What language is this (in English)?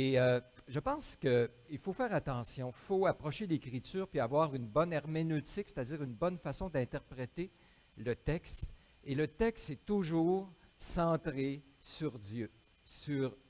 French